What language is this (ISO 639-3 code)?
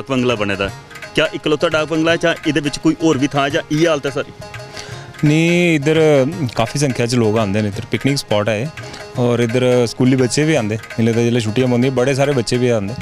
doi